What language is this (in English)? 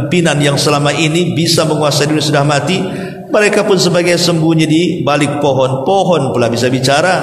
Indonesian